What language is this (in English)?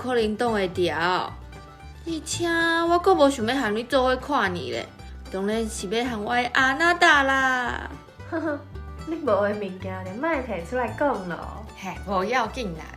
Min Nan Chinese